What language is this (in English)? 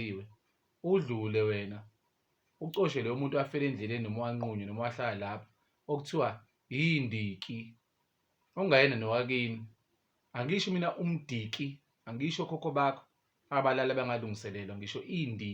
Zulu